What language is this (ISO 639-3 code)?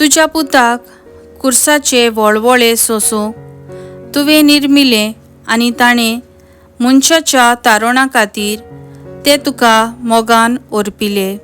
kok